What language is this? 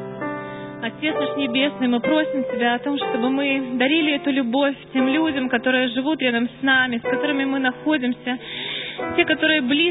Russian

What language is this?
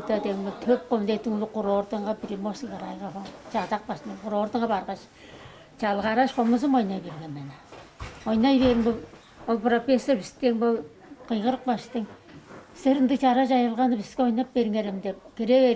Tuvinian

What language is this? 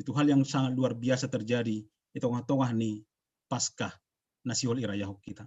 Batak Simalungun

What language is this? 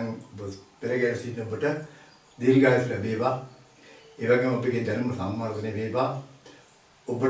Sinhala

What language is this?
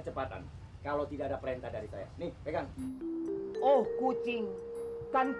Indonesian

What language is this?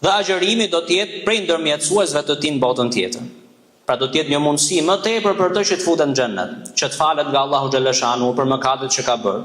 Albanian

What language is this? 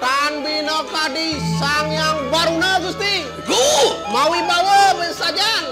Balinese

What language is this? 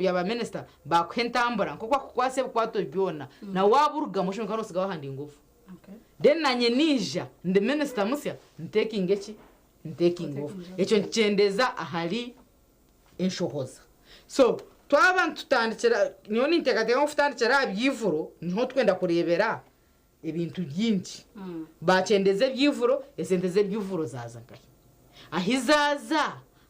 Nyankole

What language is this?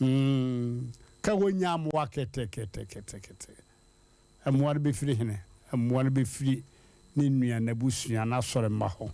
Akan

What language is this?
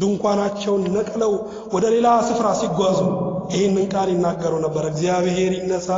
Amharic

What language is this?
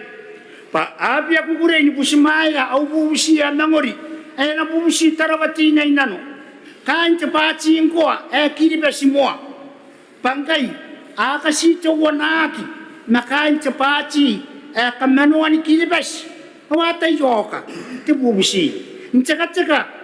Gilbertese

